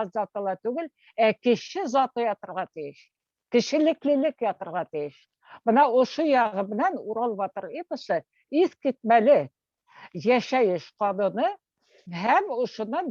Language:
Bashkir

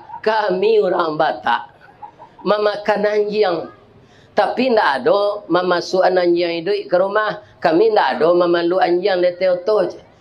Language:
Minangkabau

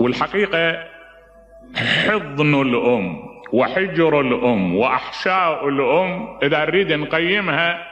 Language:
Mesopotamian Arabic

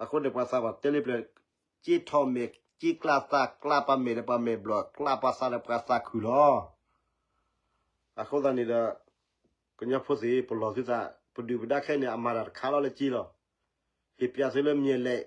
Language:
S'gaw Karen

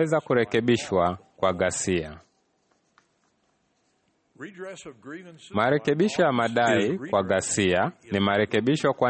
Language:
Swahili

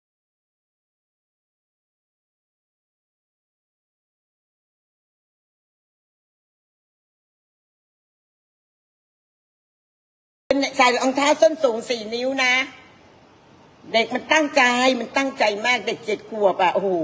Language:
Thai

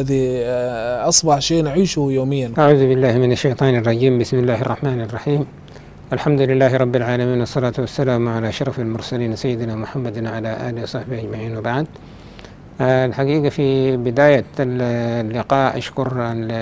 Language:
Arabic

